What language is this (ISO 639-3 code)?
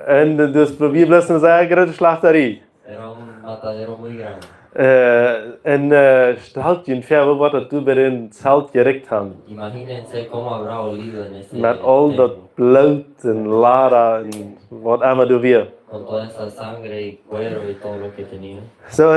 pdt